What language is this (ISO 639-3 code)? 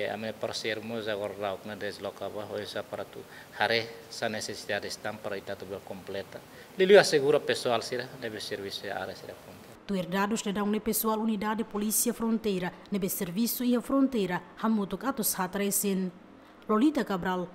tet